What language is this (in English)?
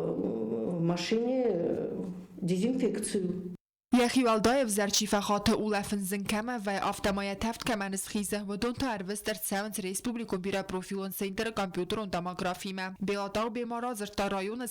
Ossetic